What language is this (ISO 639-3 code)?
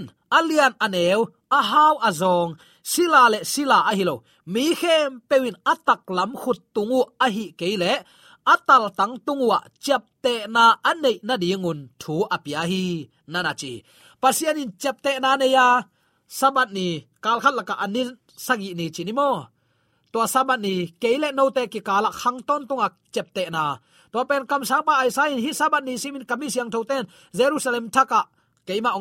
ctd